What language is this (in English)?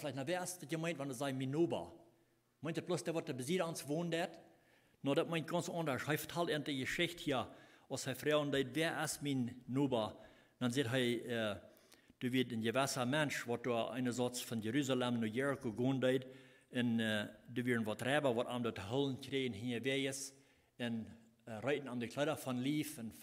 Plautdietsch